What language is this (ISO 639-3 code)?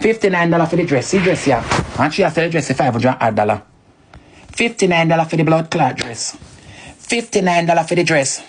jam